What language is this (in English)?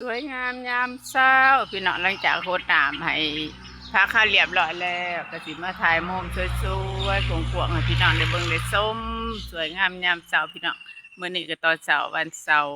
Lao